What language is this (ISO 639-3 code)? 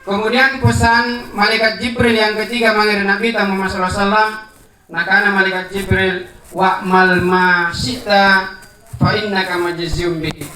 mak